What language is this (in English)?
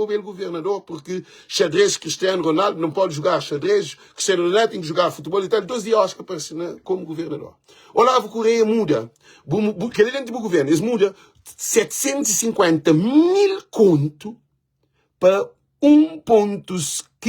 Kabuverdianu